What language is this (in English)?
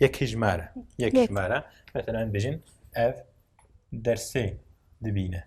Kurdish